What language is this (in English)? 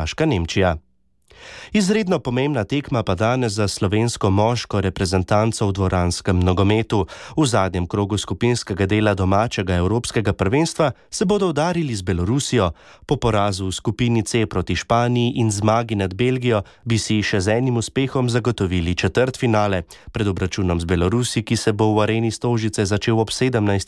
Slovenian